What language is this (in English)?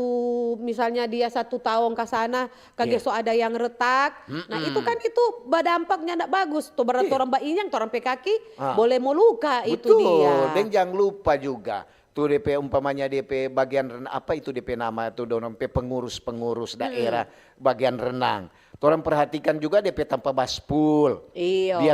Manado Malay